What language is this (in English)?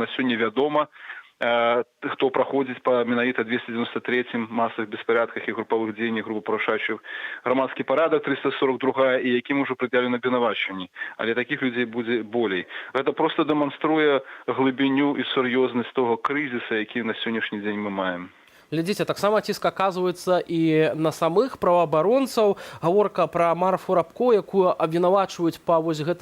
Belarusian